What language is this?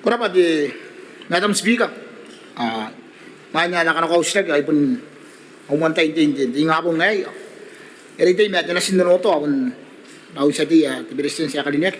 Gilbertese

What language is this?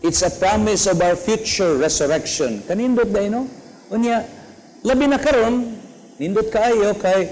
Cebuano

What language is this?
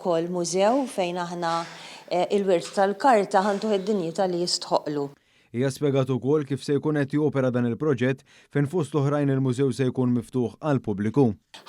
Maltese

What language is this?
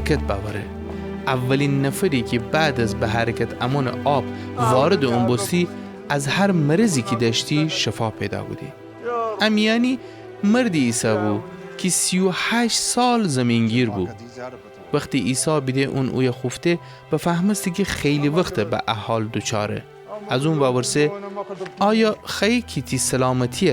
Gilaki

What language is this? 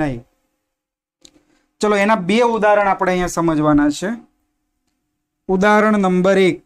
Gujarati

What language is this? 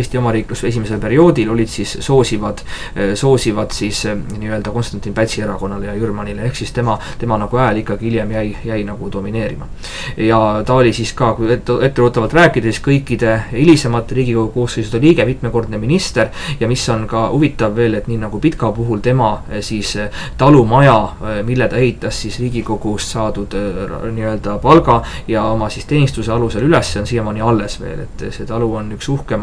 Estonian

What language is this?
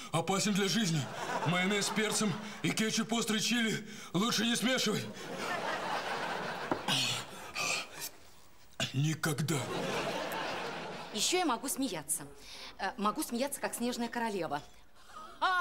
Russian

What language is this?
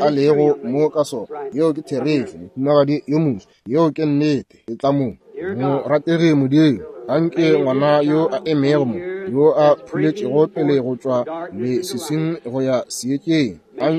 Northern Sotho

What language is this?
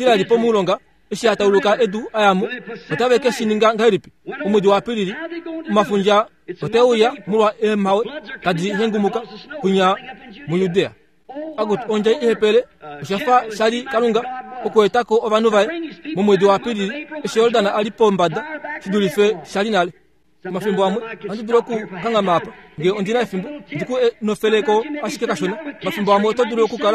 Kuanyama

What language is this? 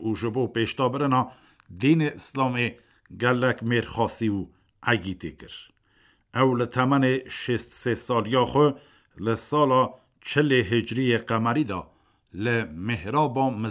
Kurdish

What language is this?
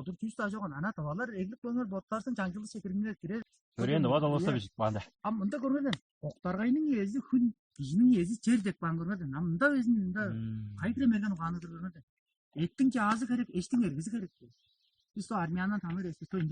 Tuvinian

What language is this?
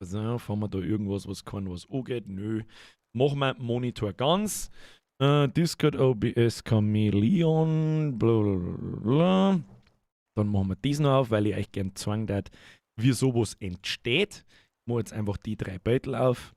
Bavarian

